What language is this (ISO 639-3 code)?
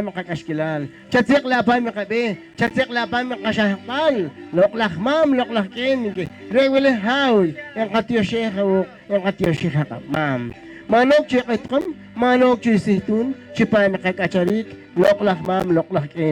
poh